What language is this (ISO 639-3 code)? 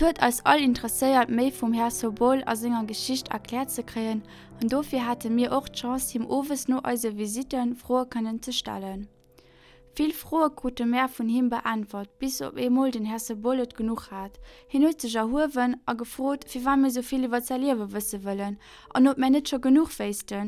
ltz